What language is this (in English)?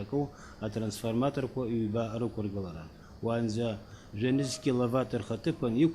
Abkhazian